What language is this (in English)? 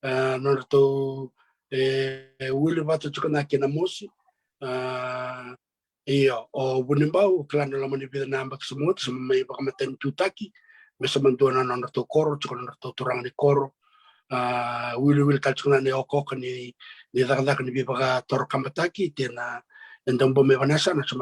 Fijian